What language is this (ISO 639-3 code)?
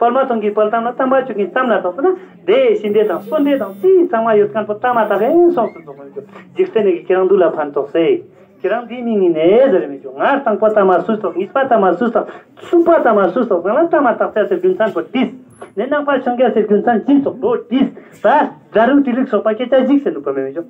lbj